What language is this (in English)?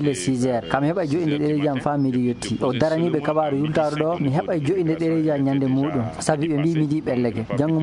Fula